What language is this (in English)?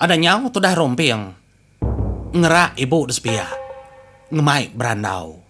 Iban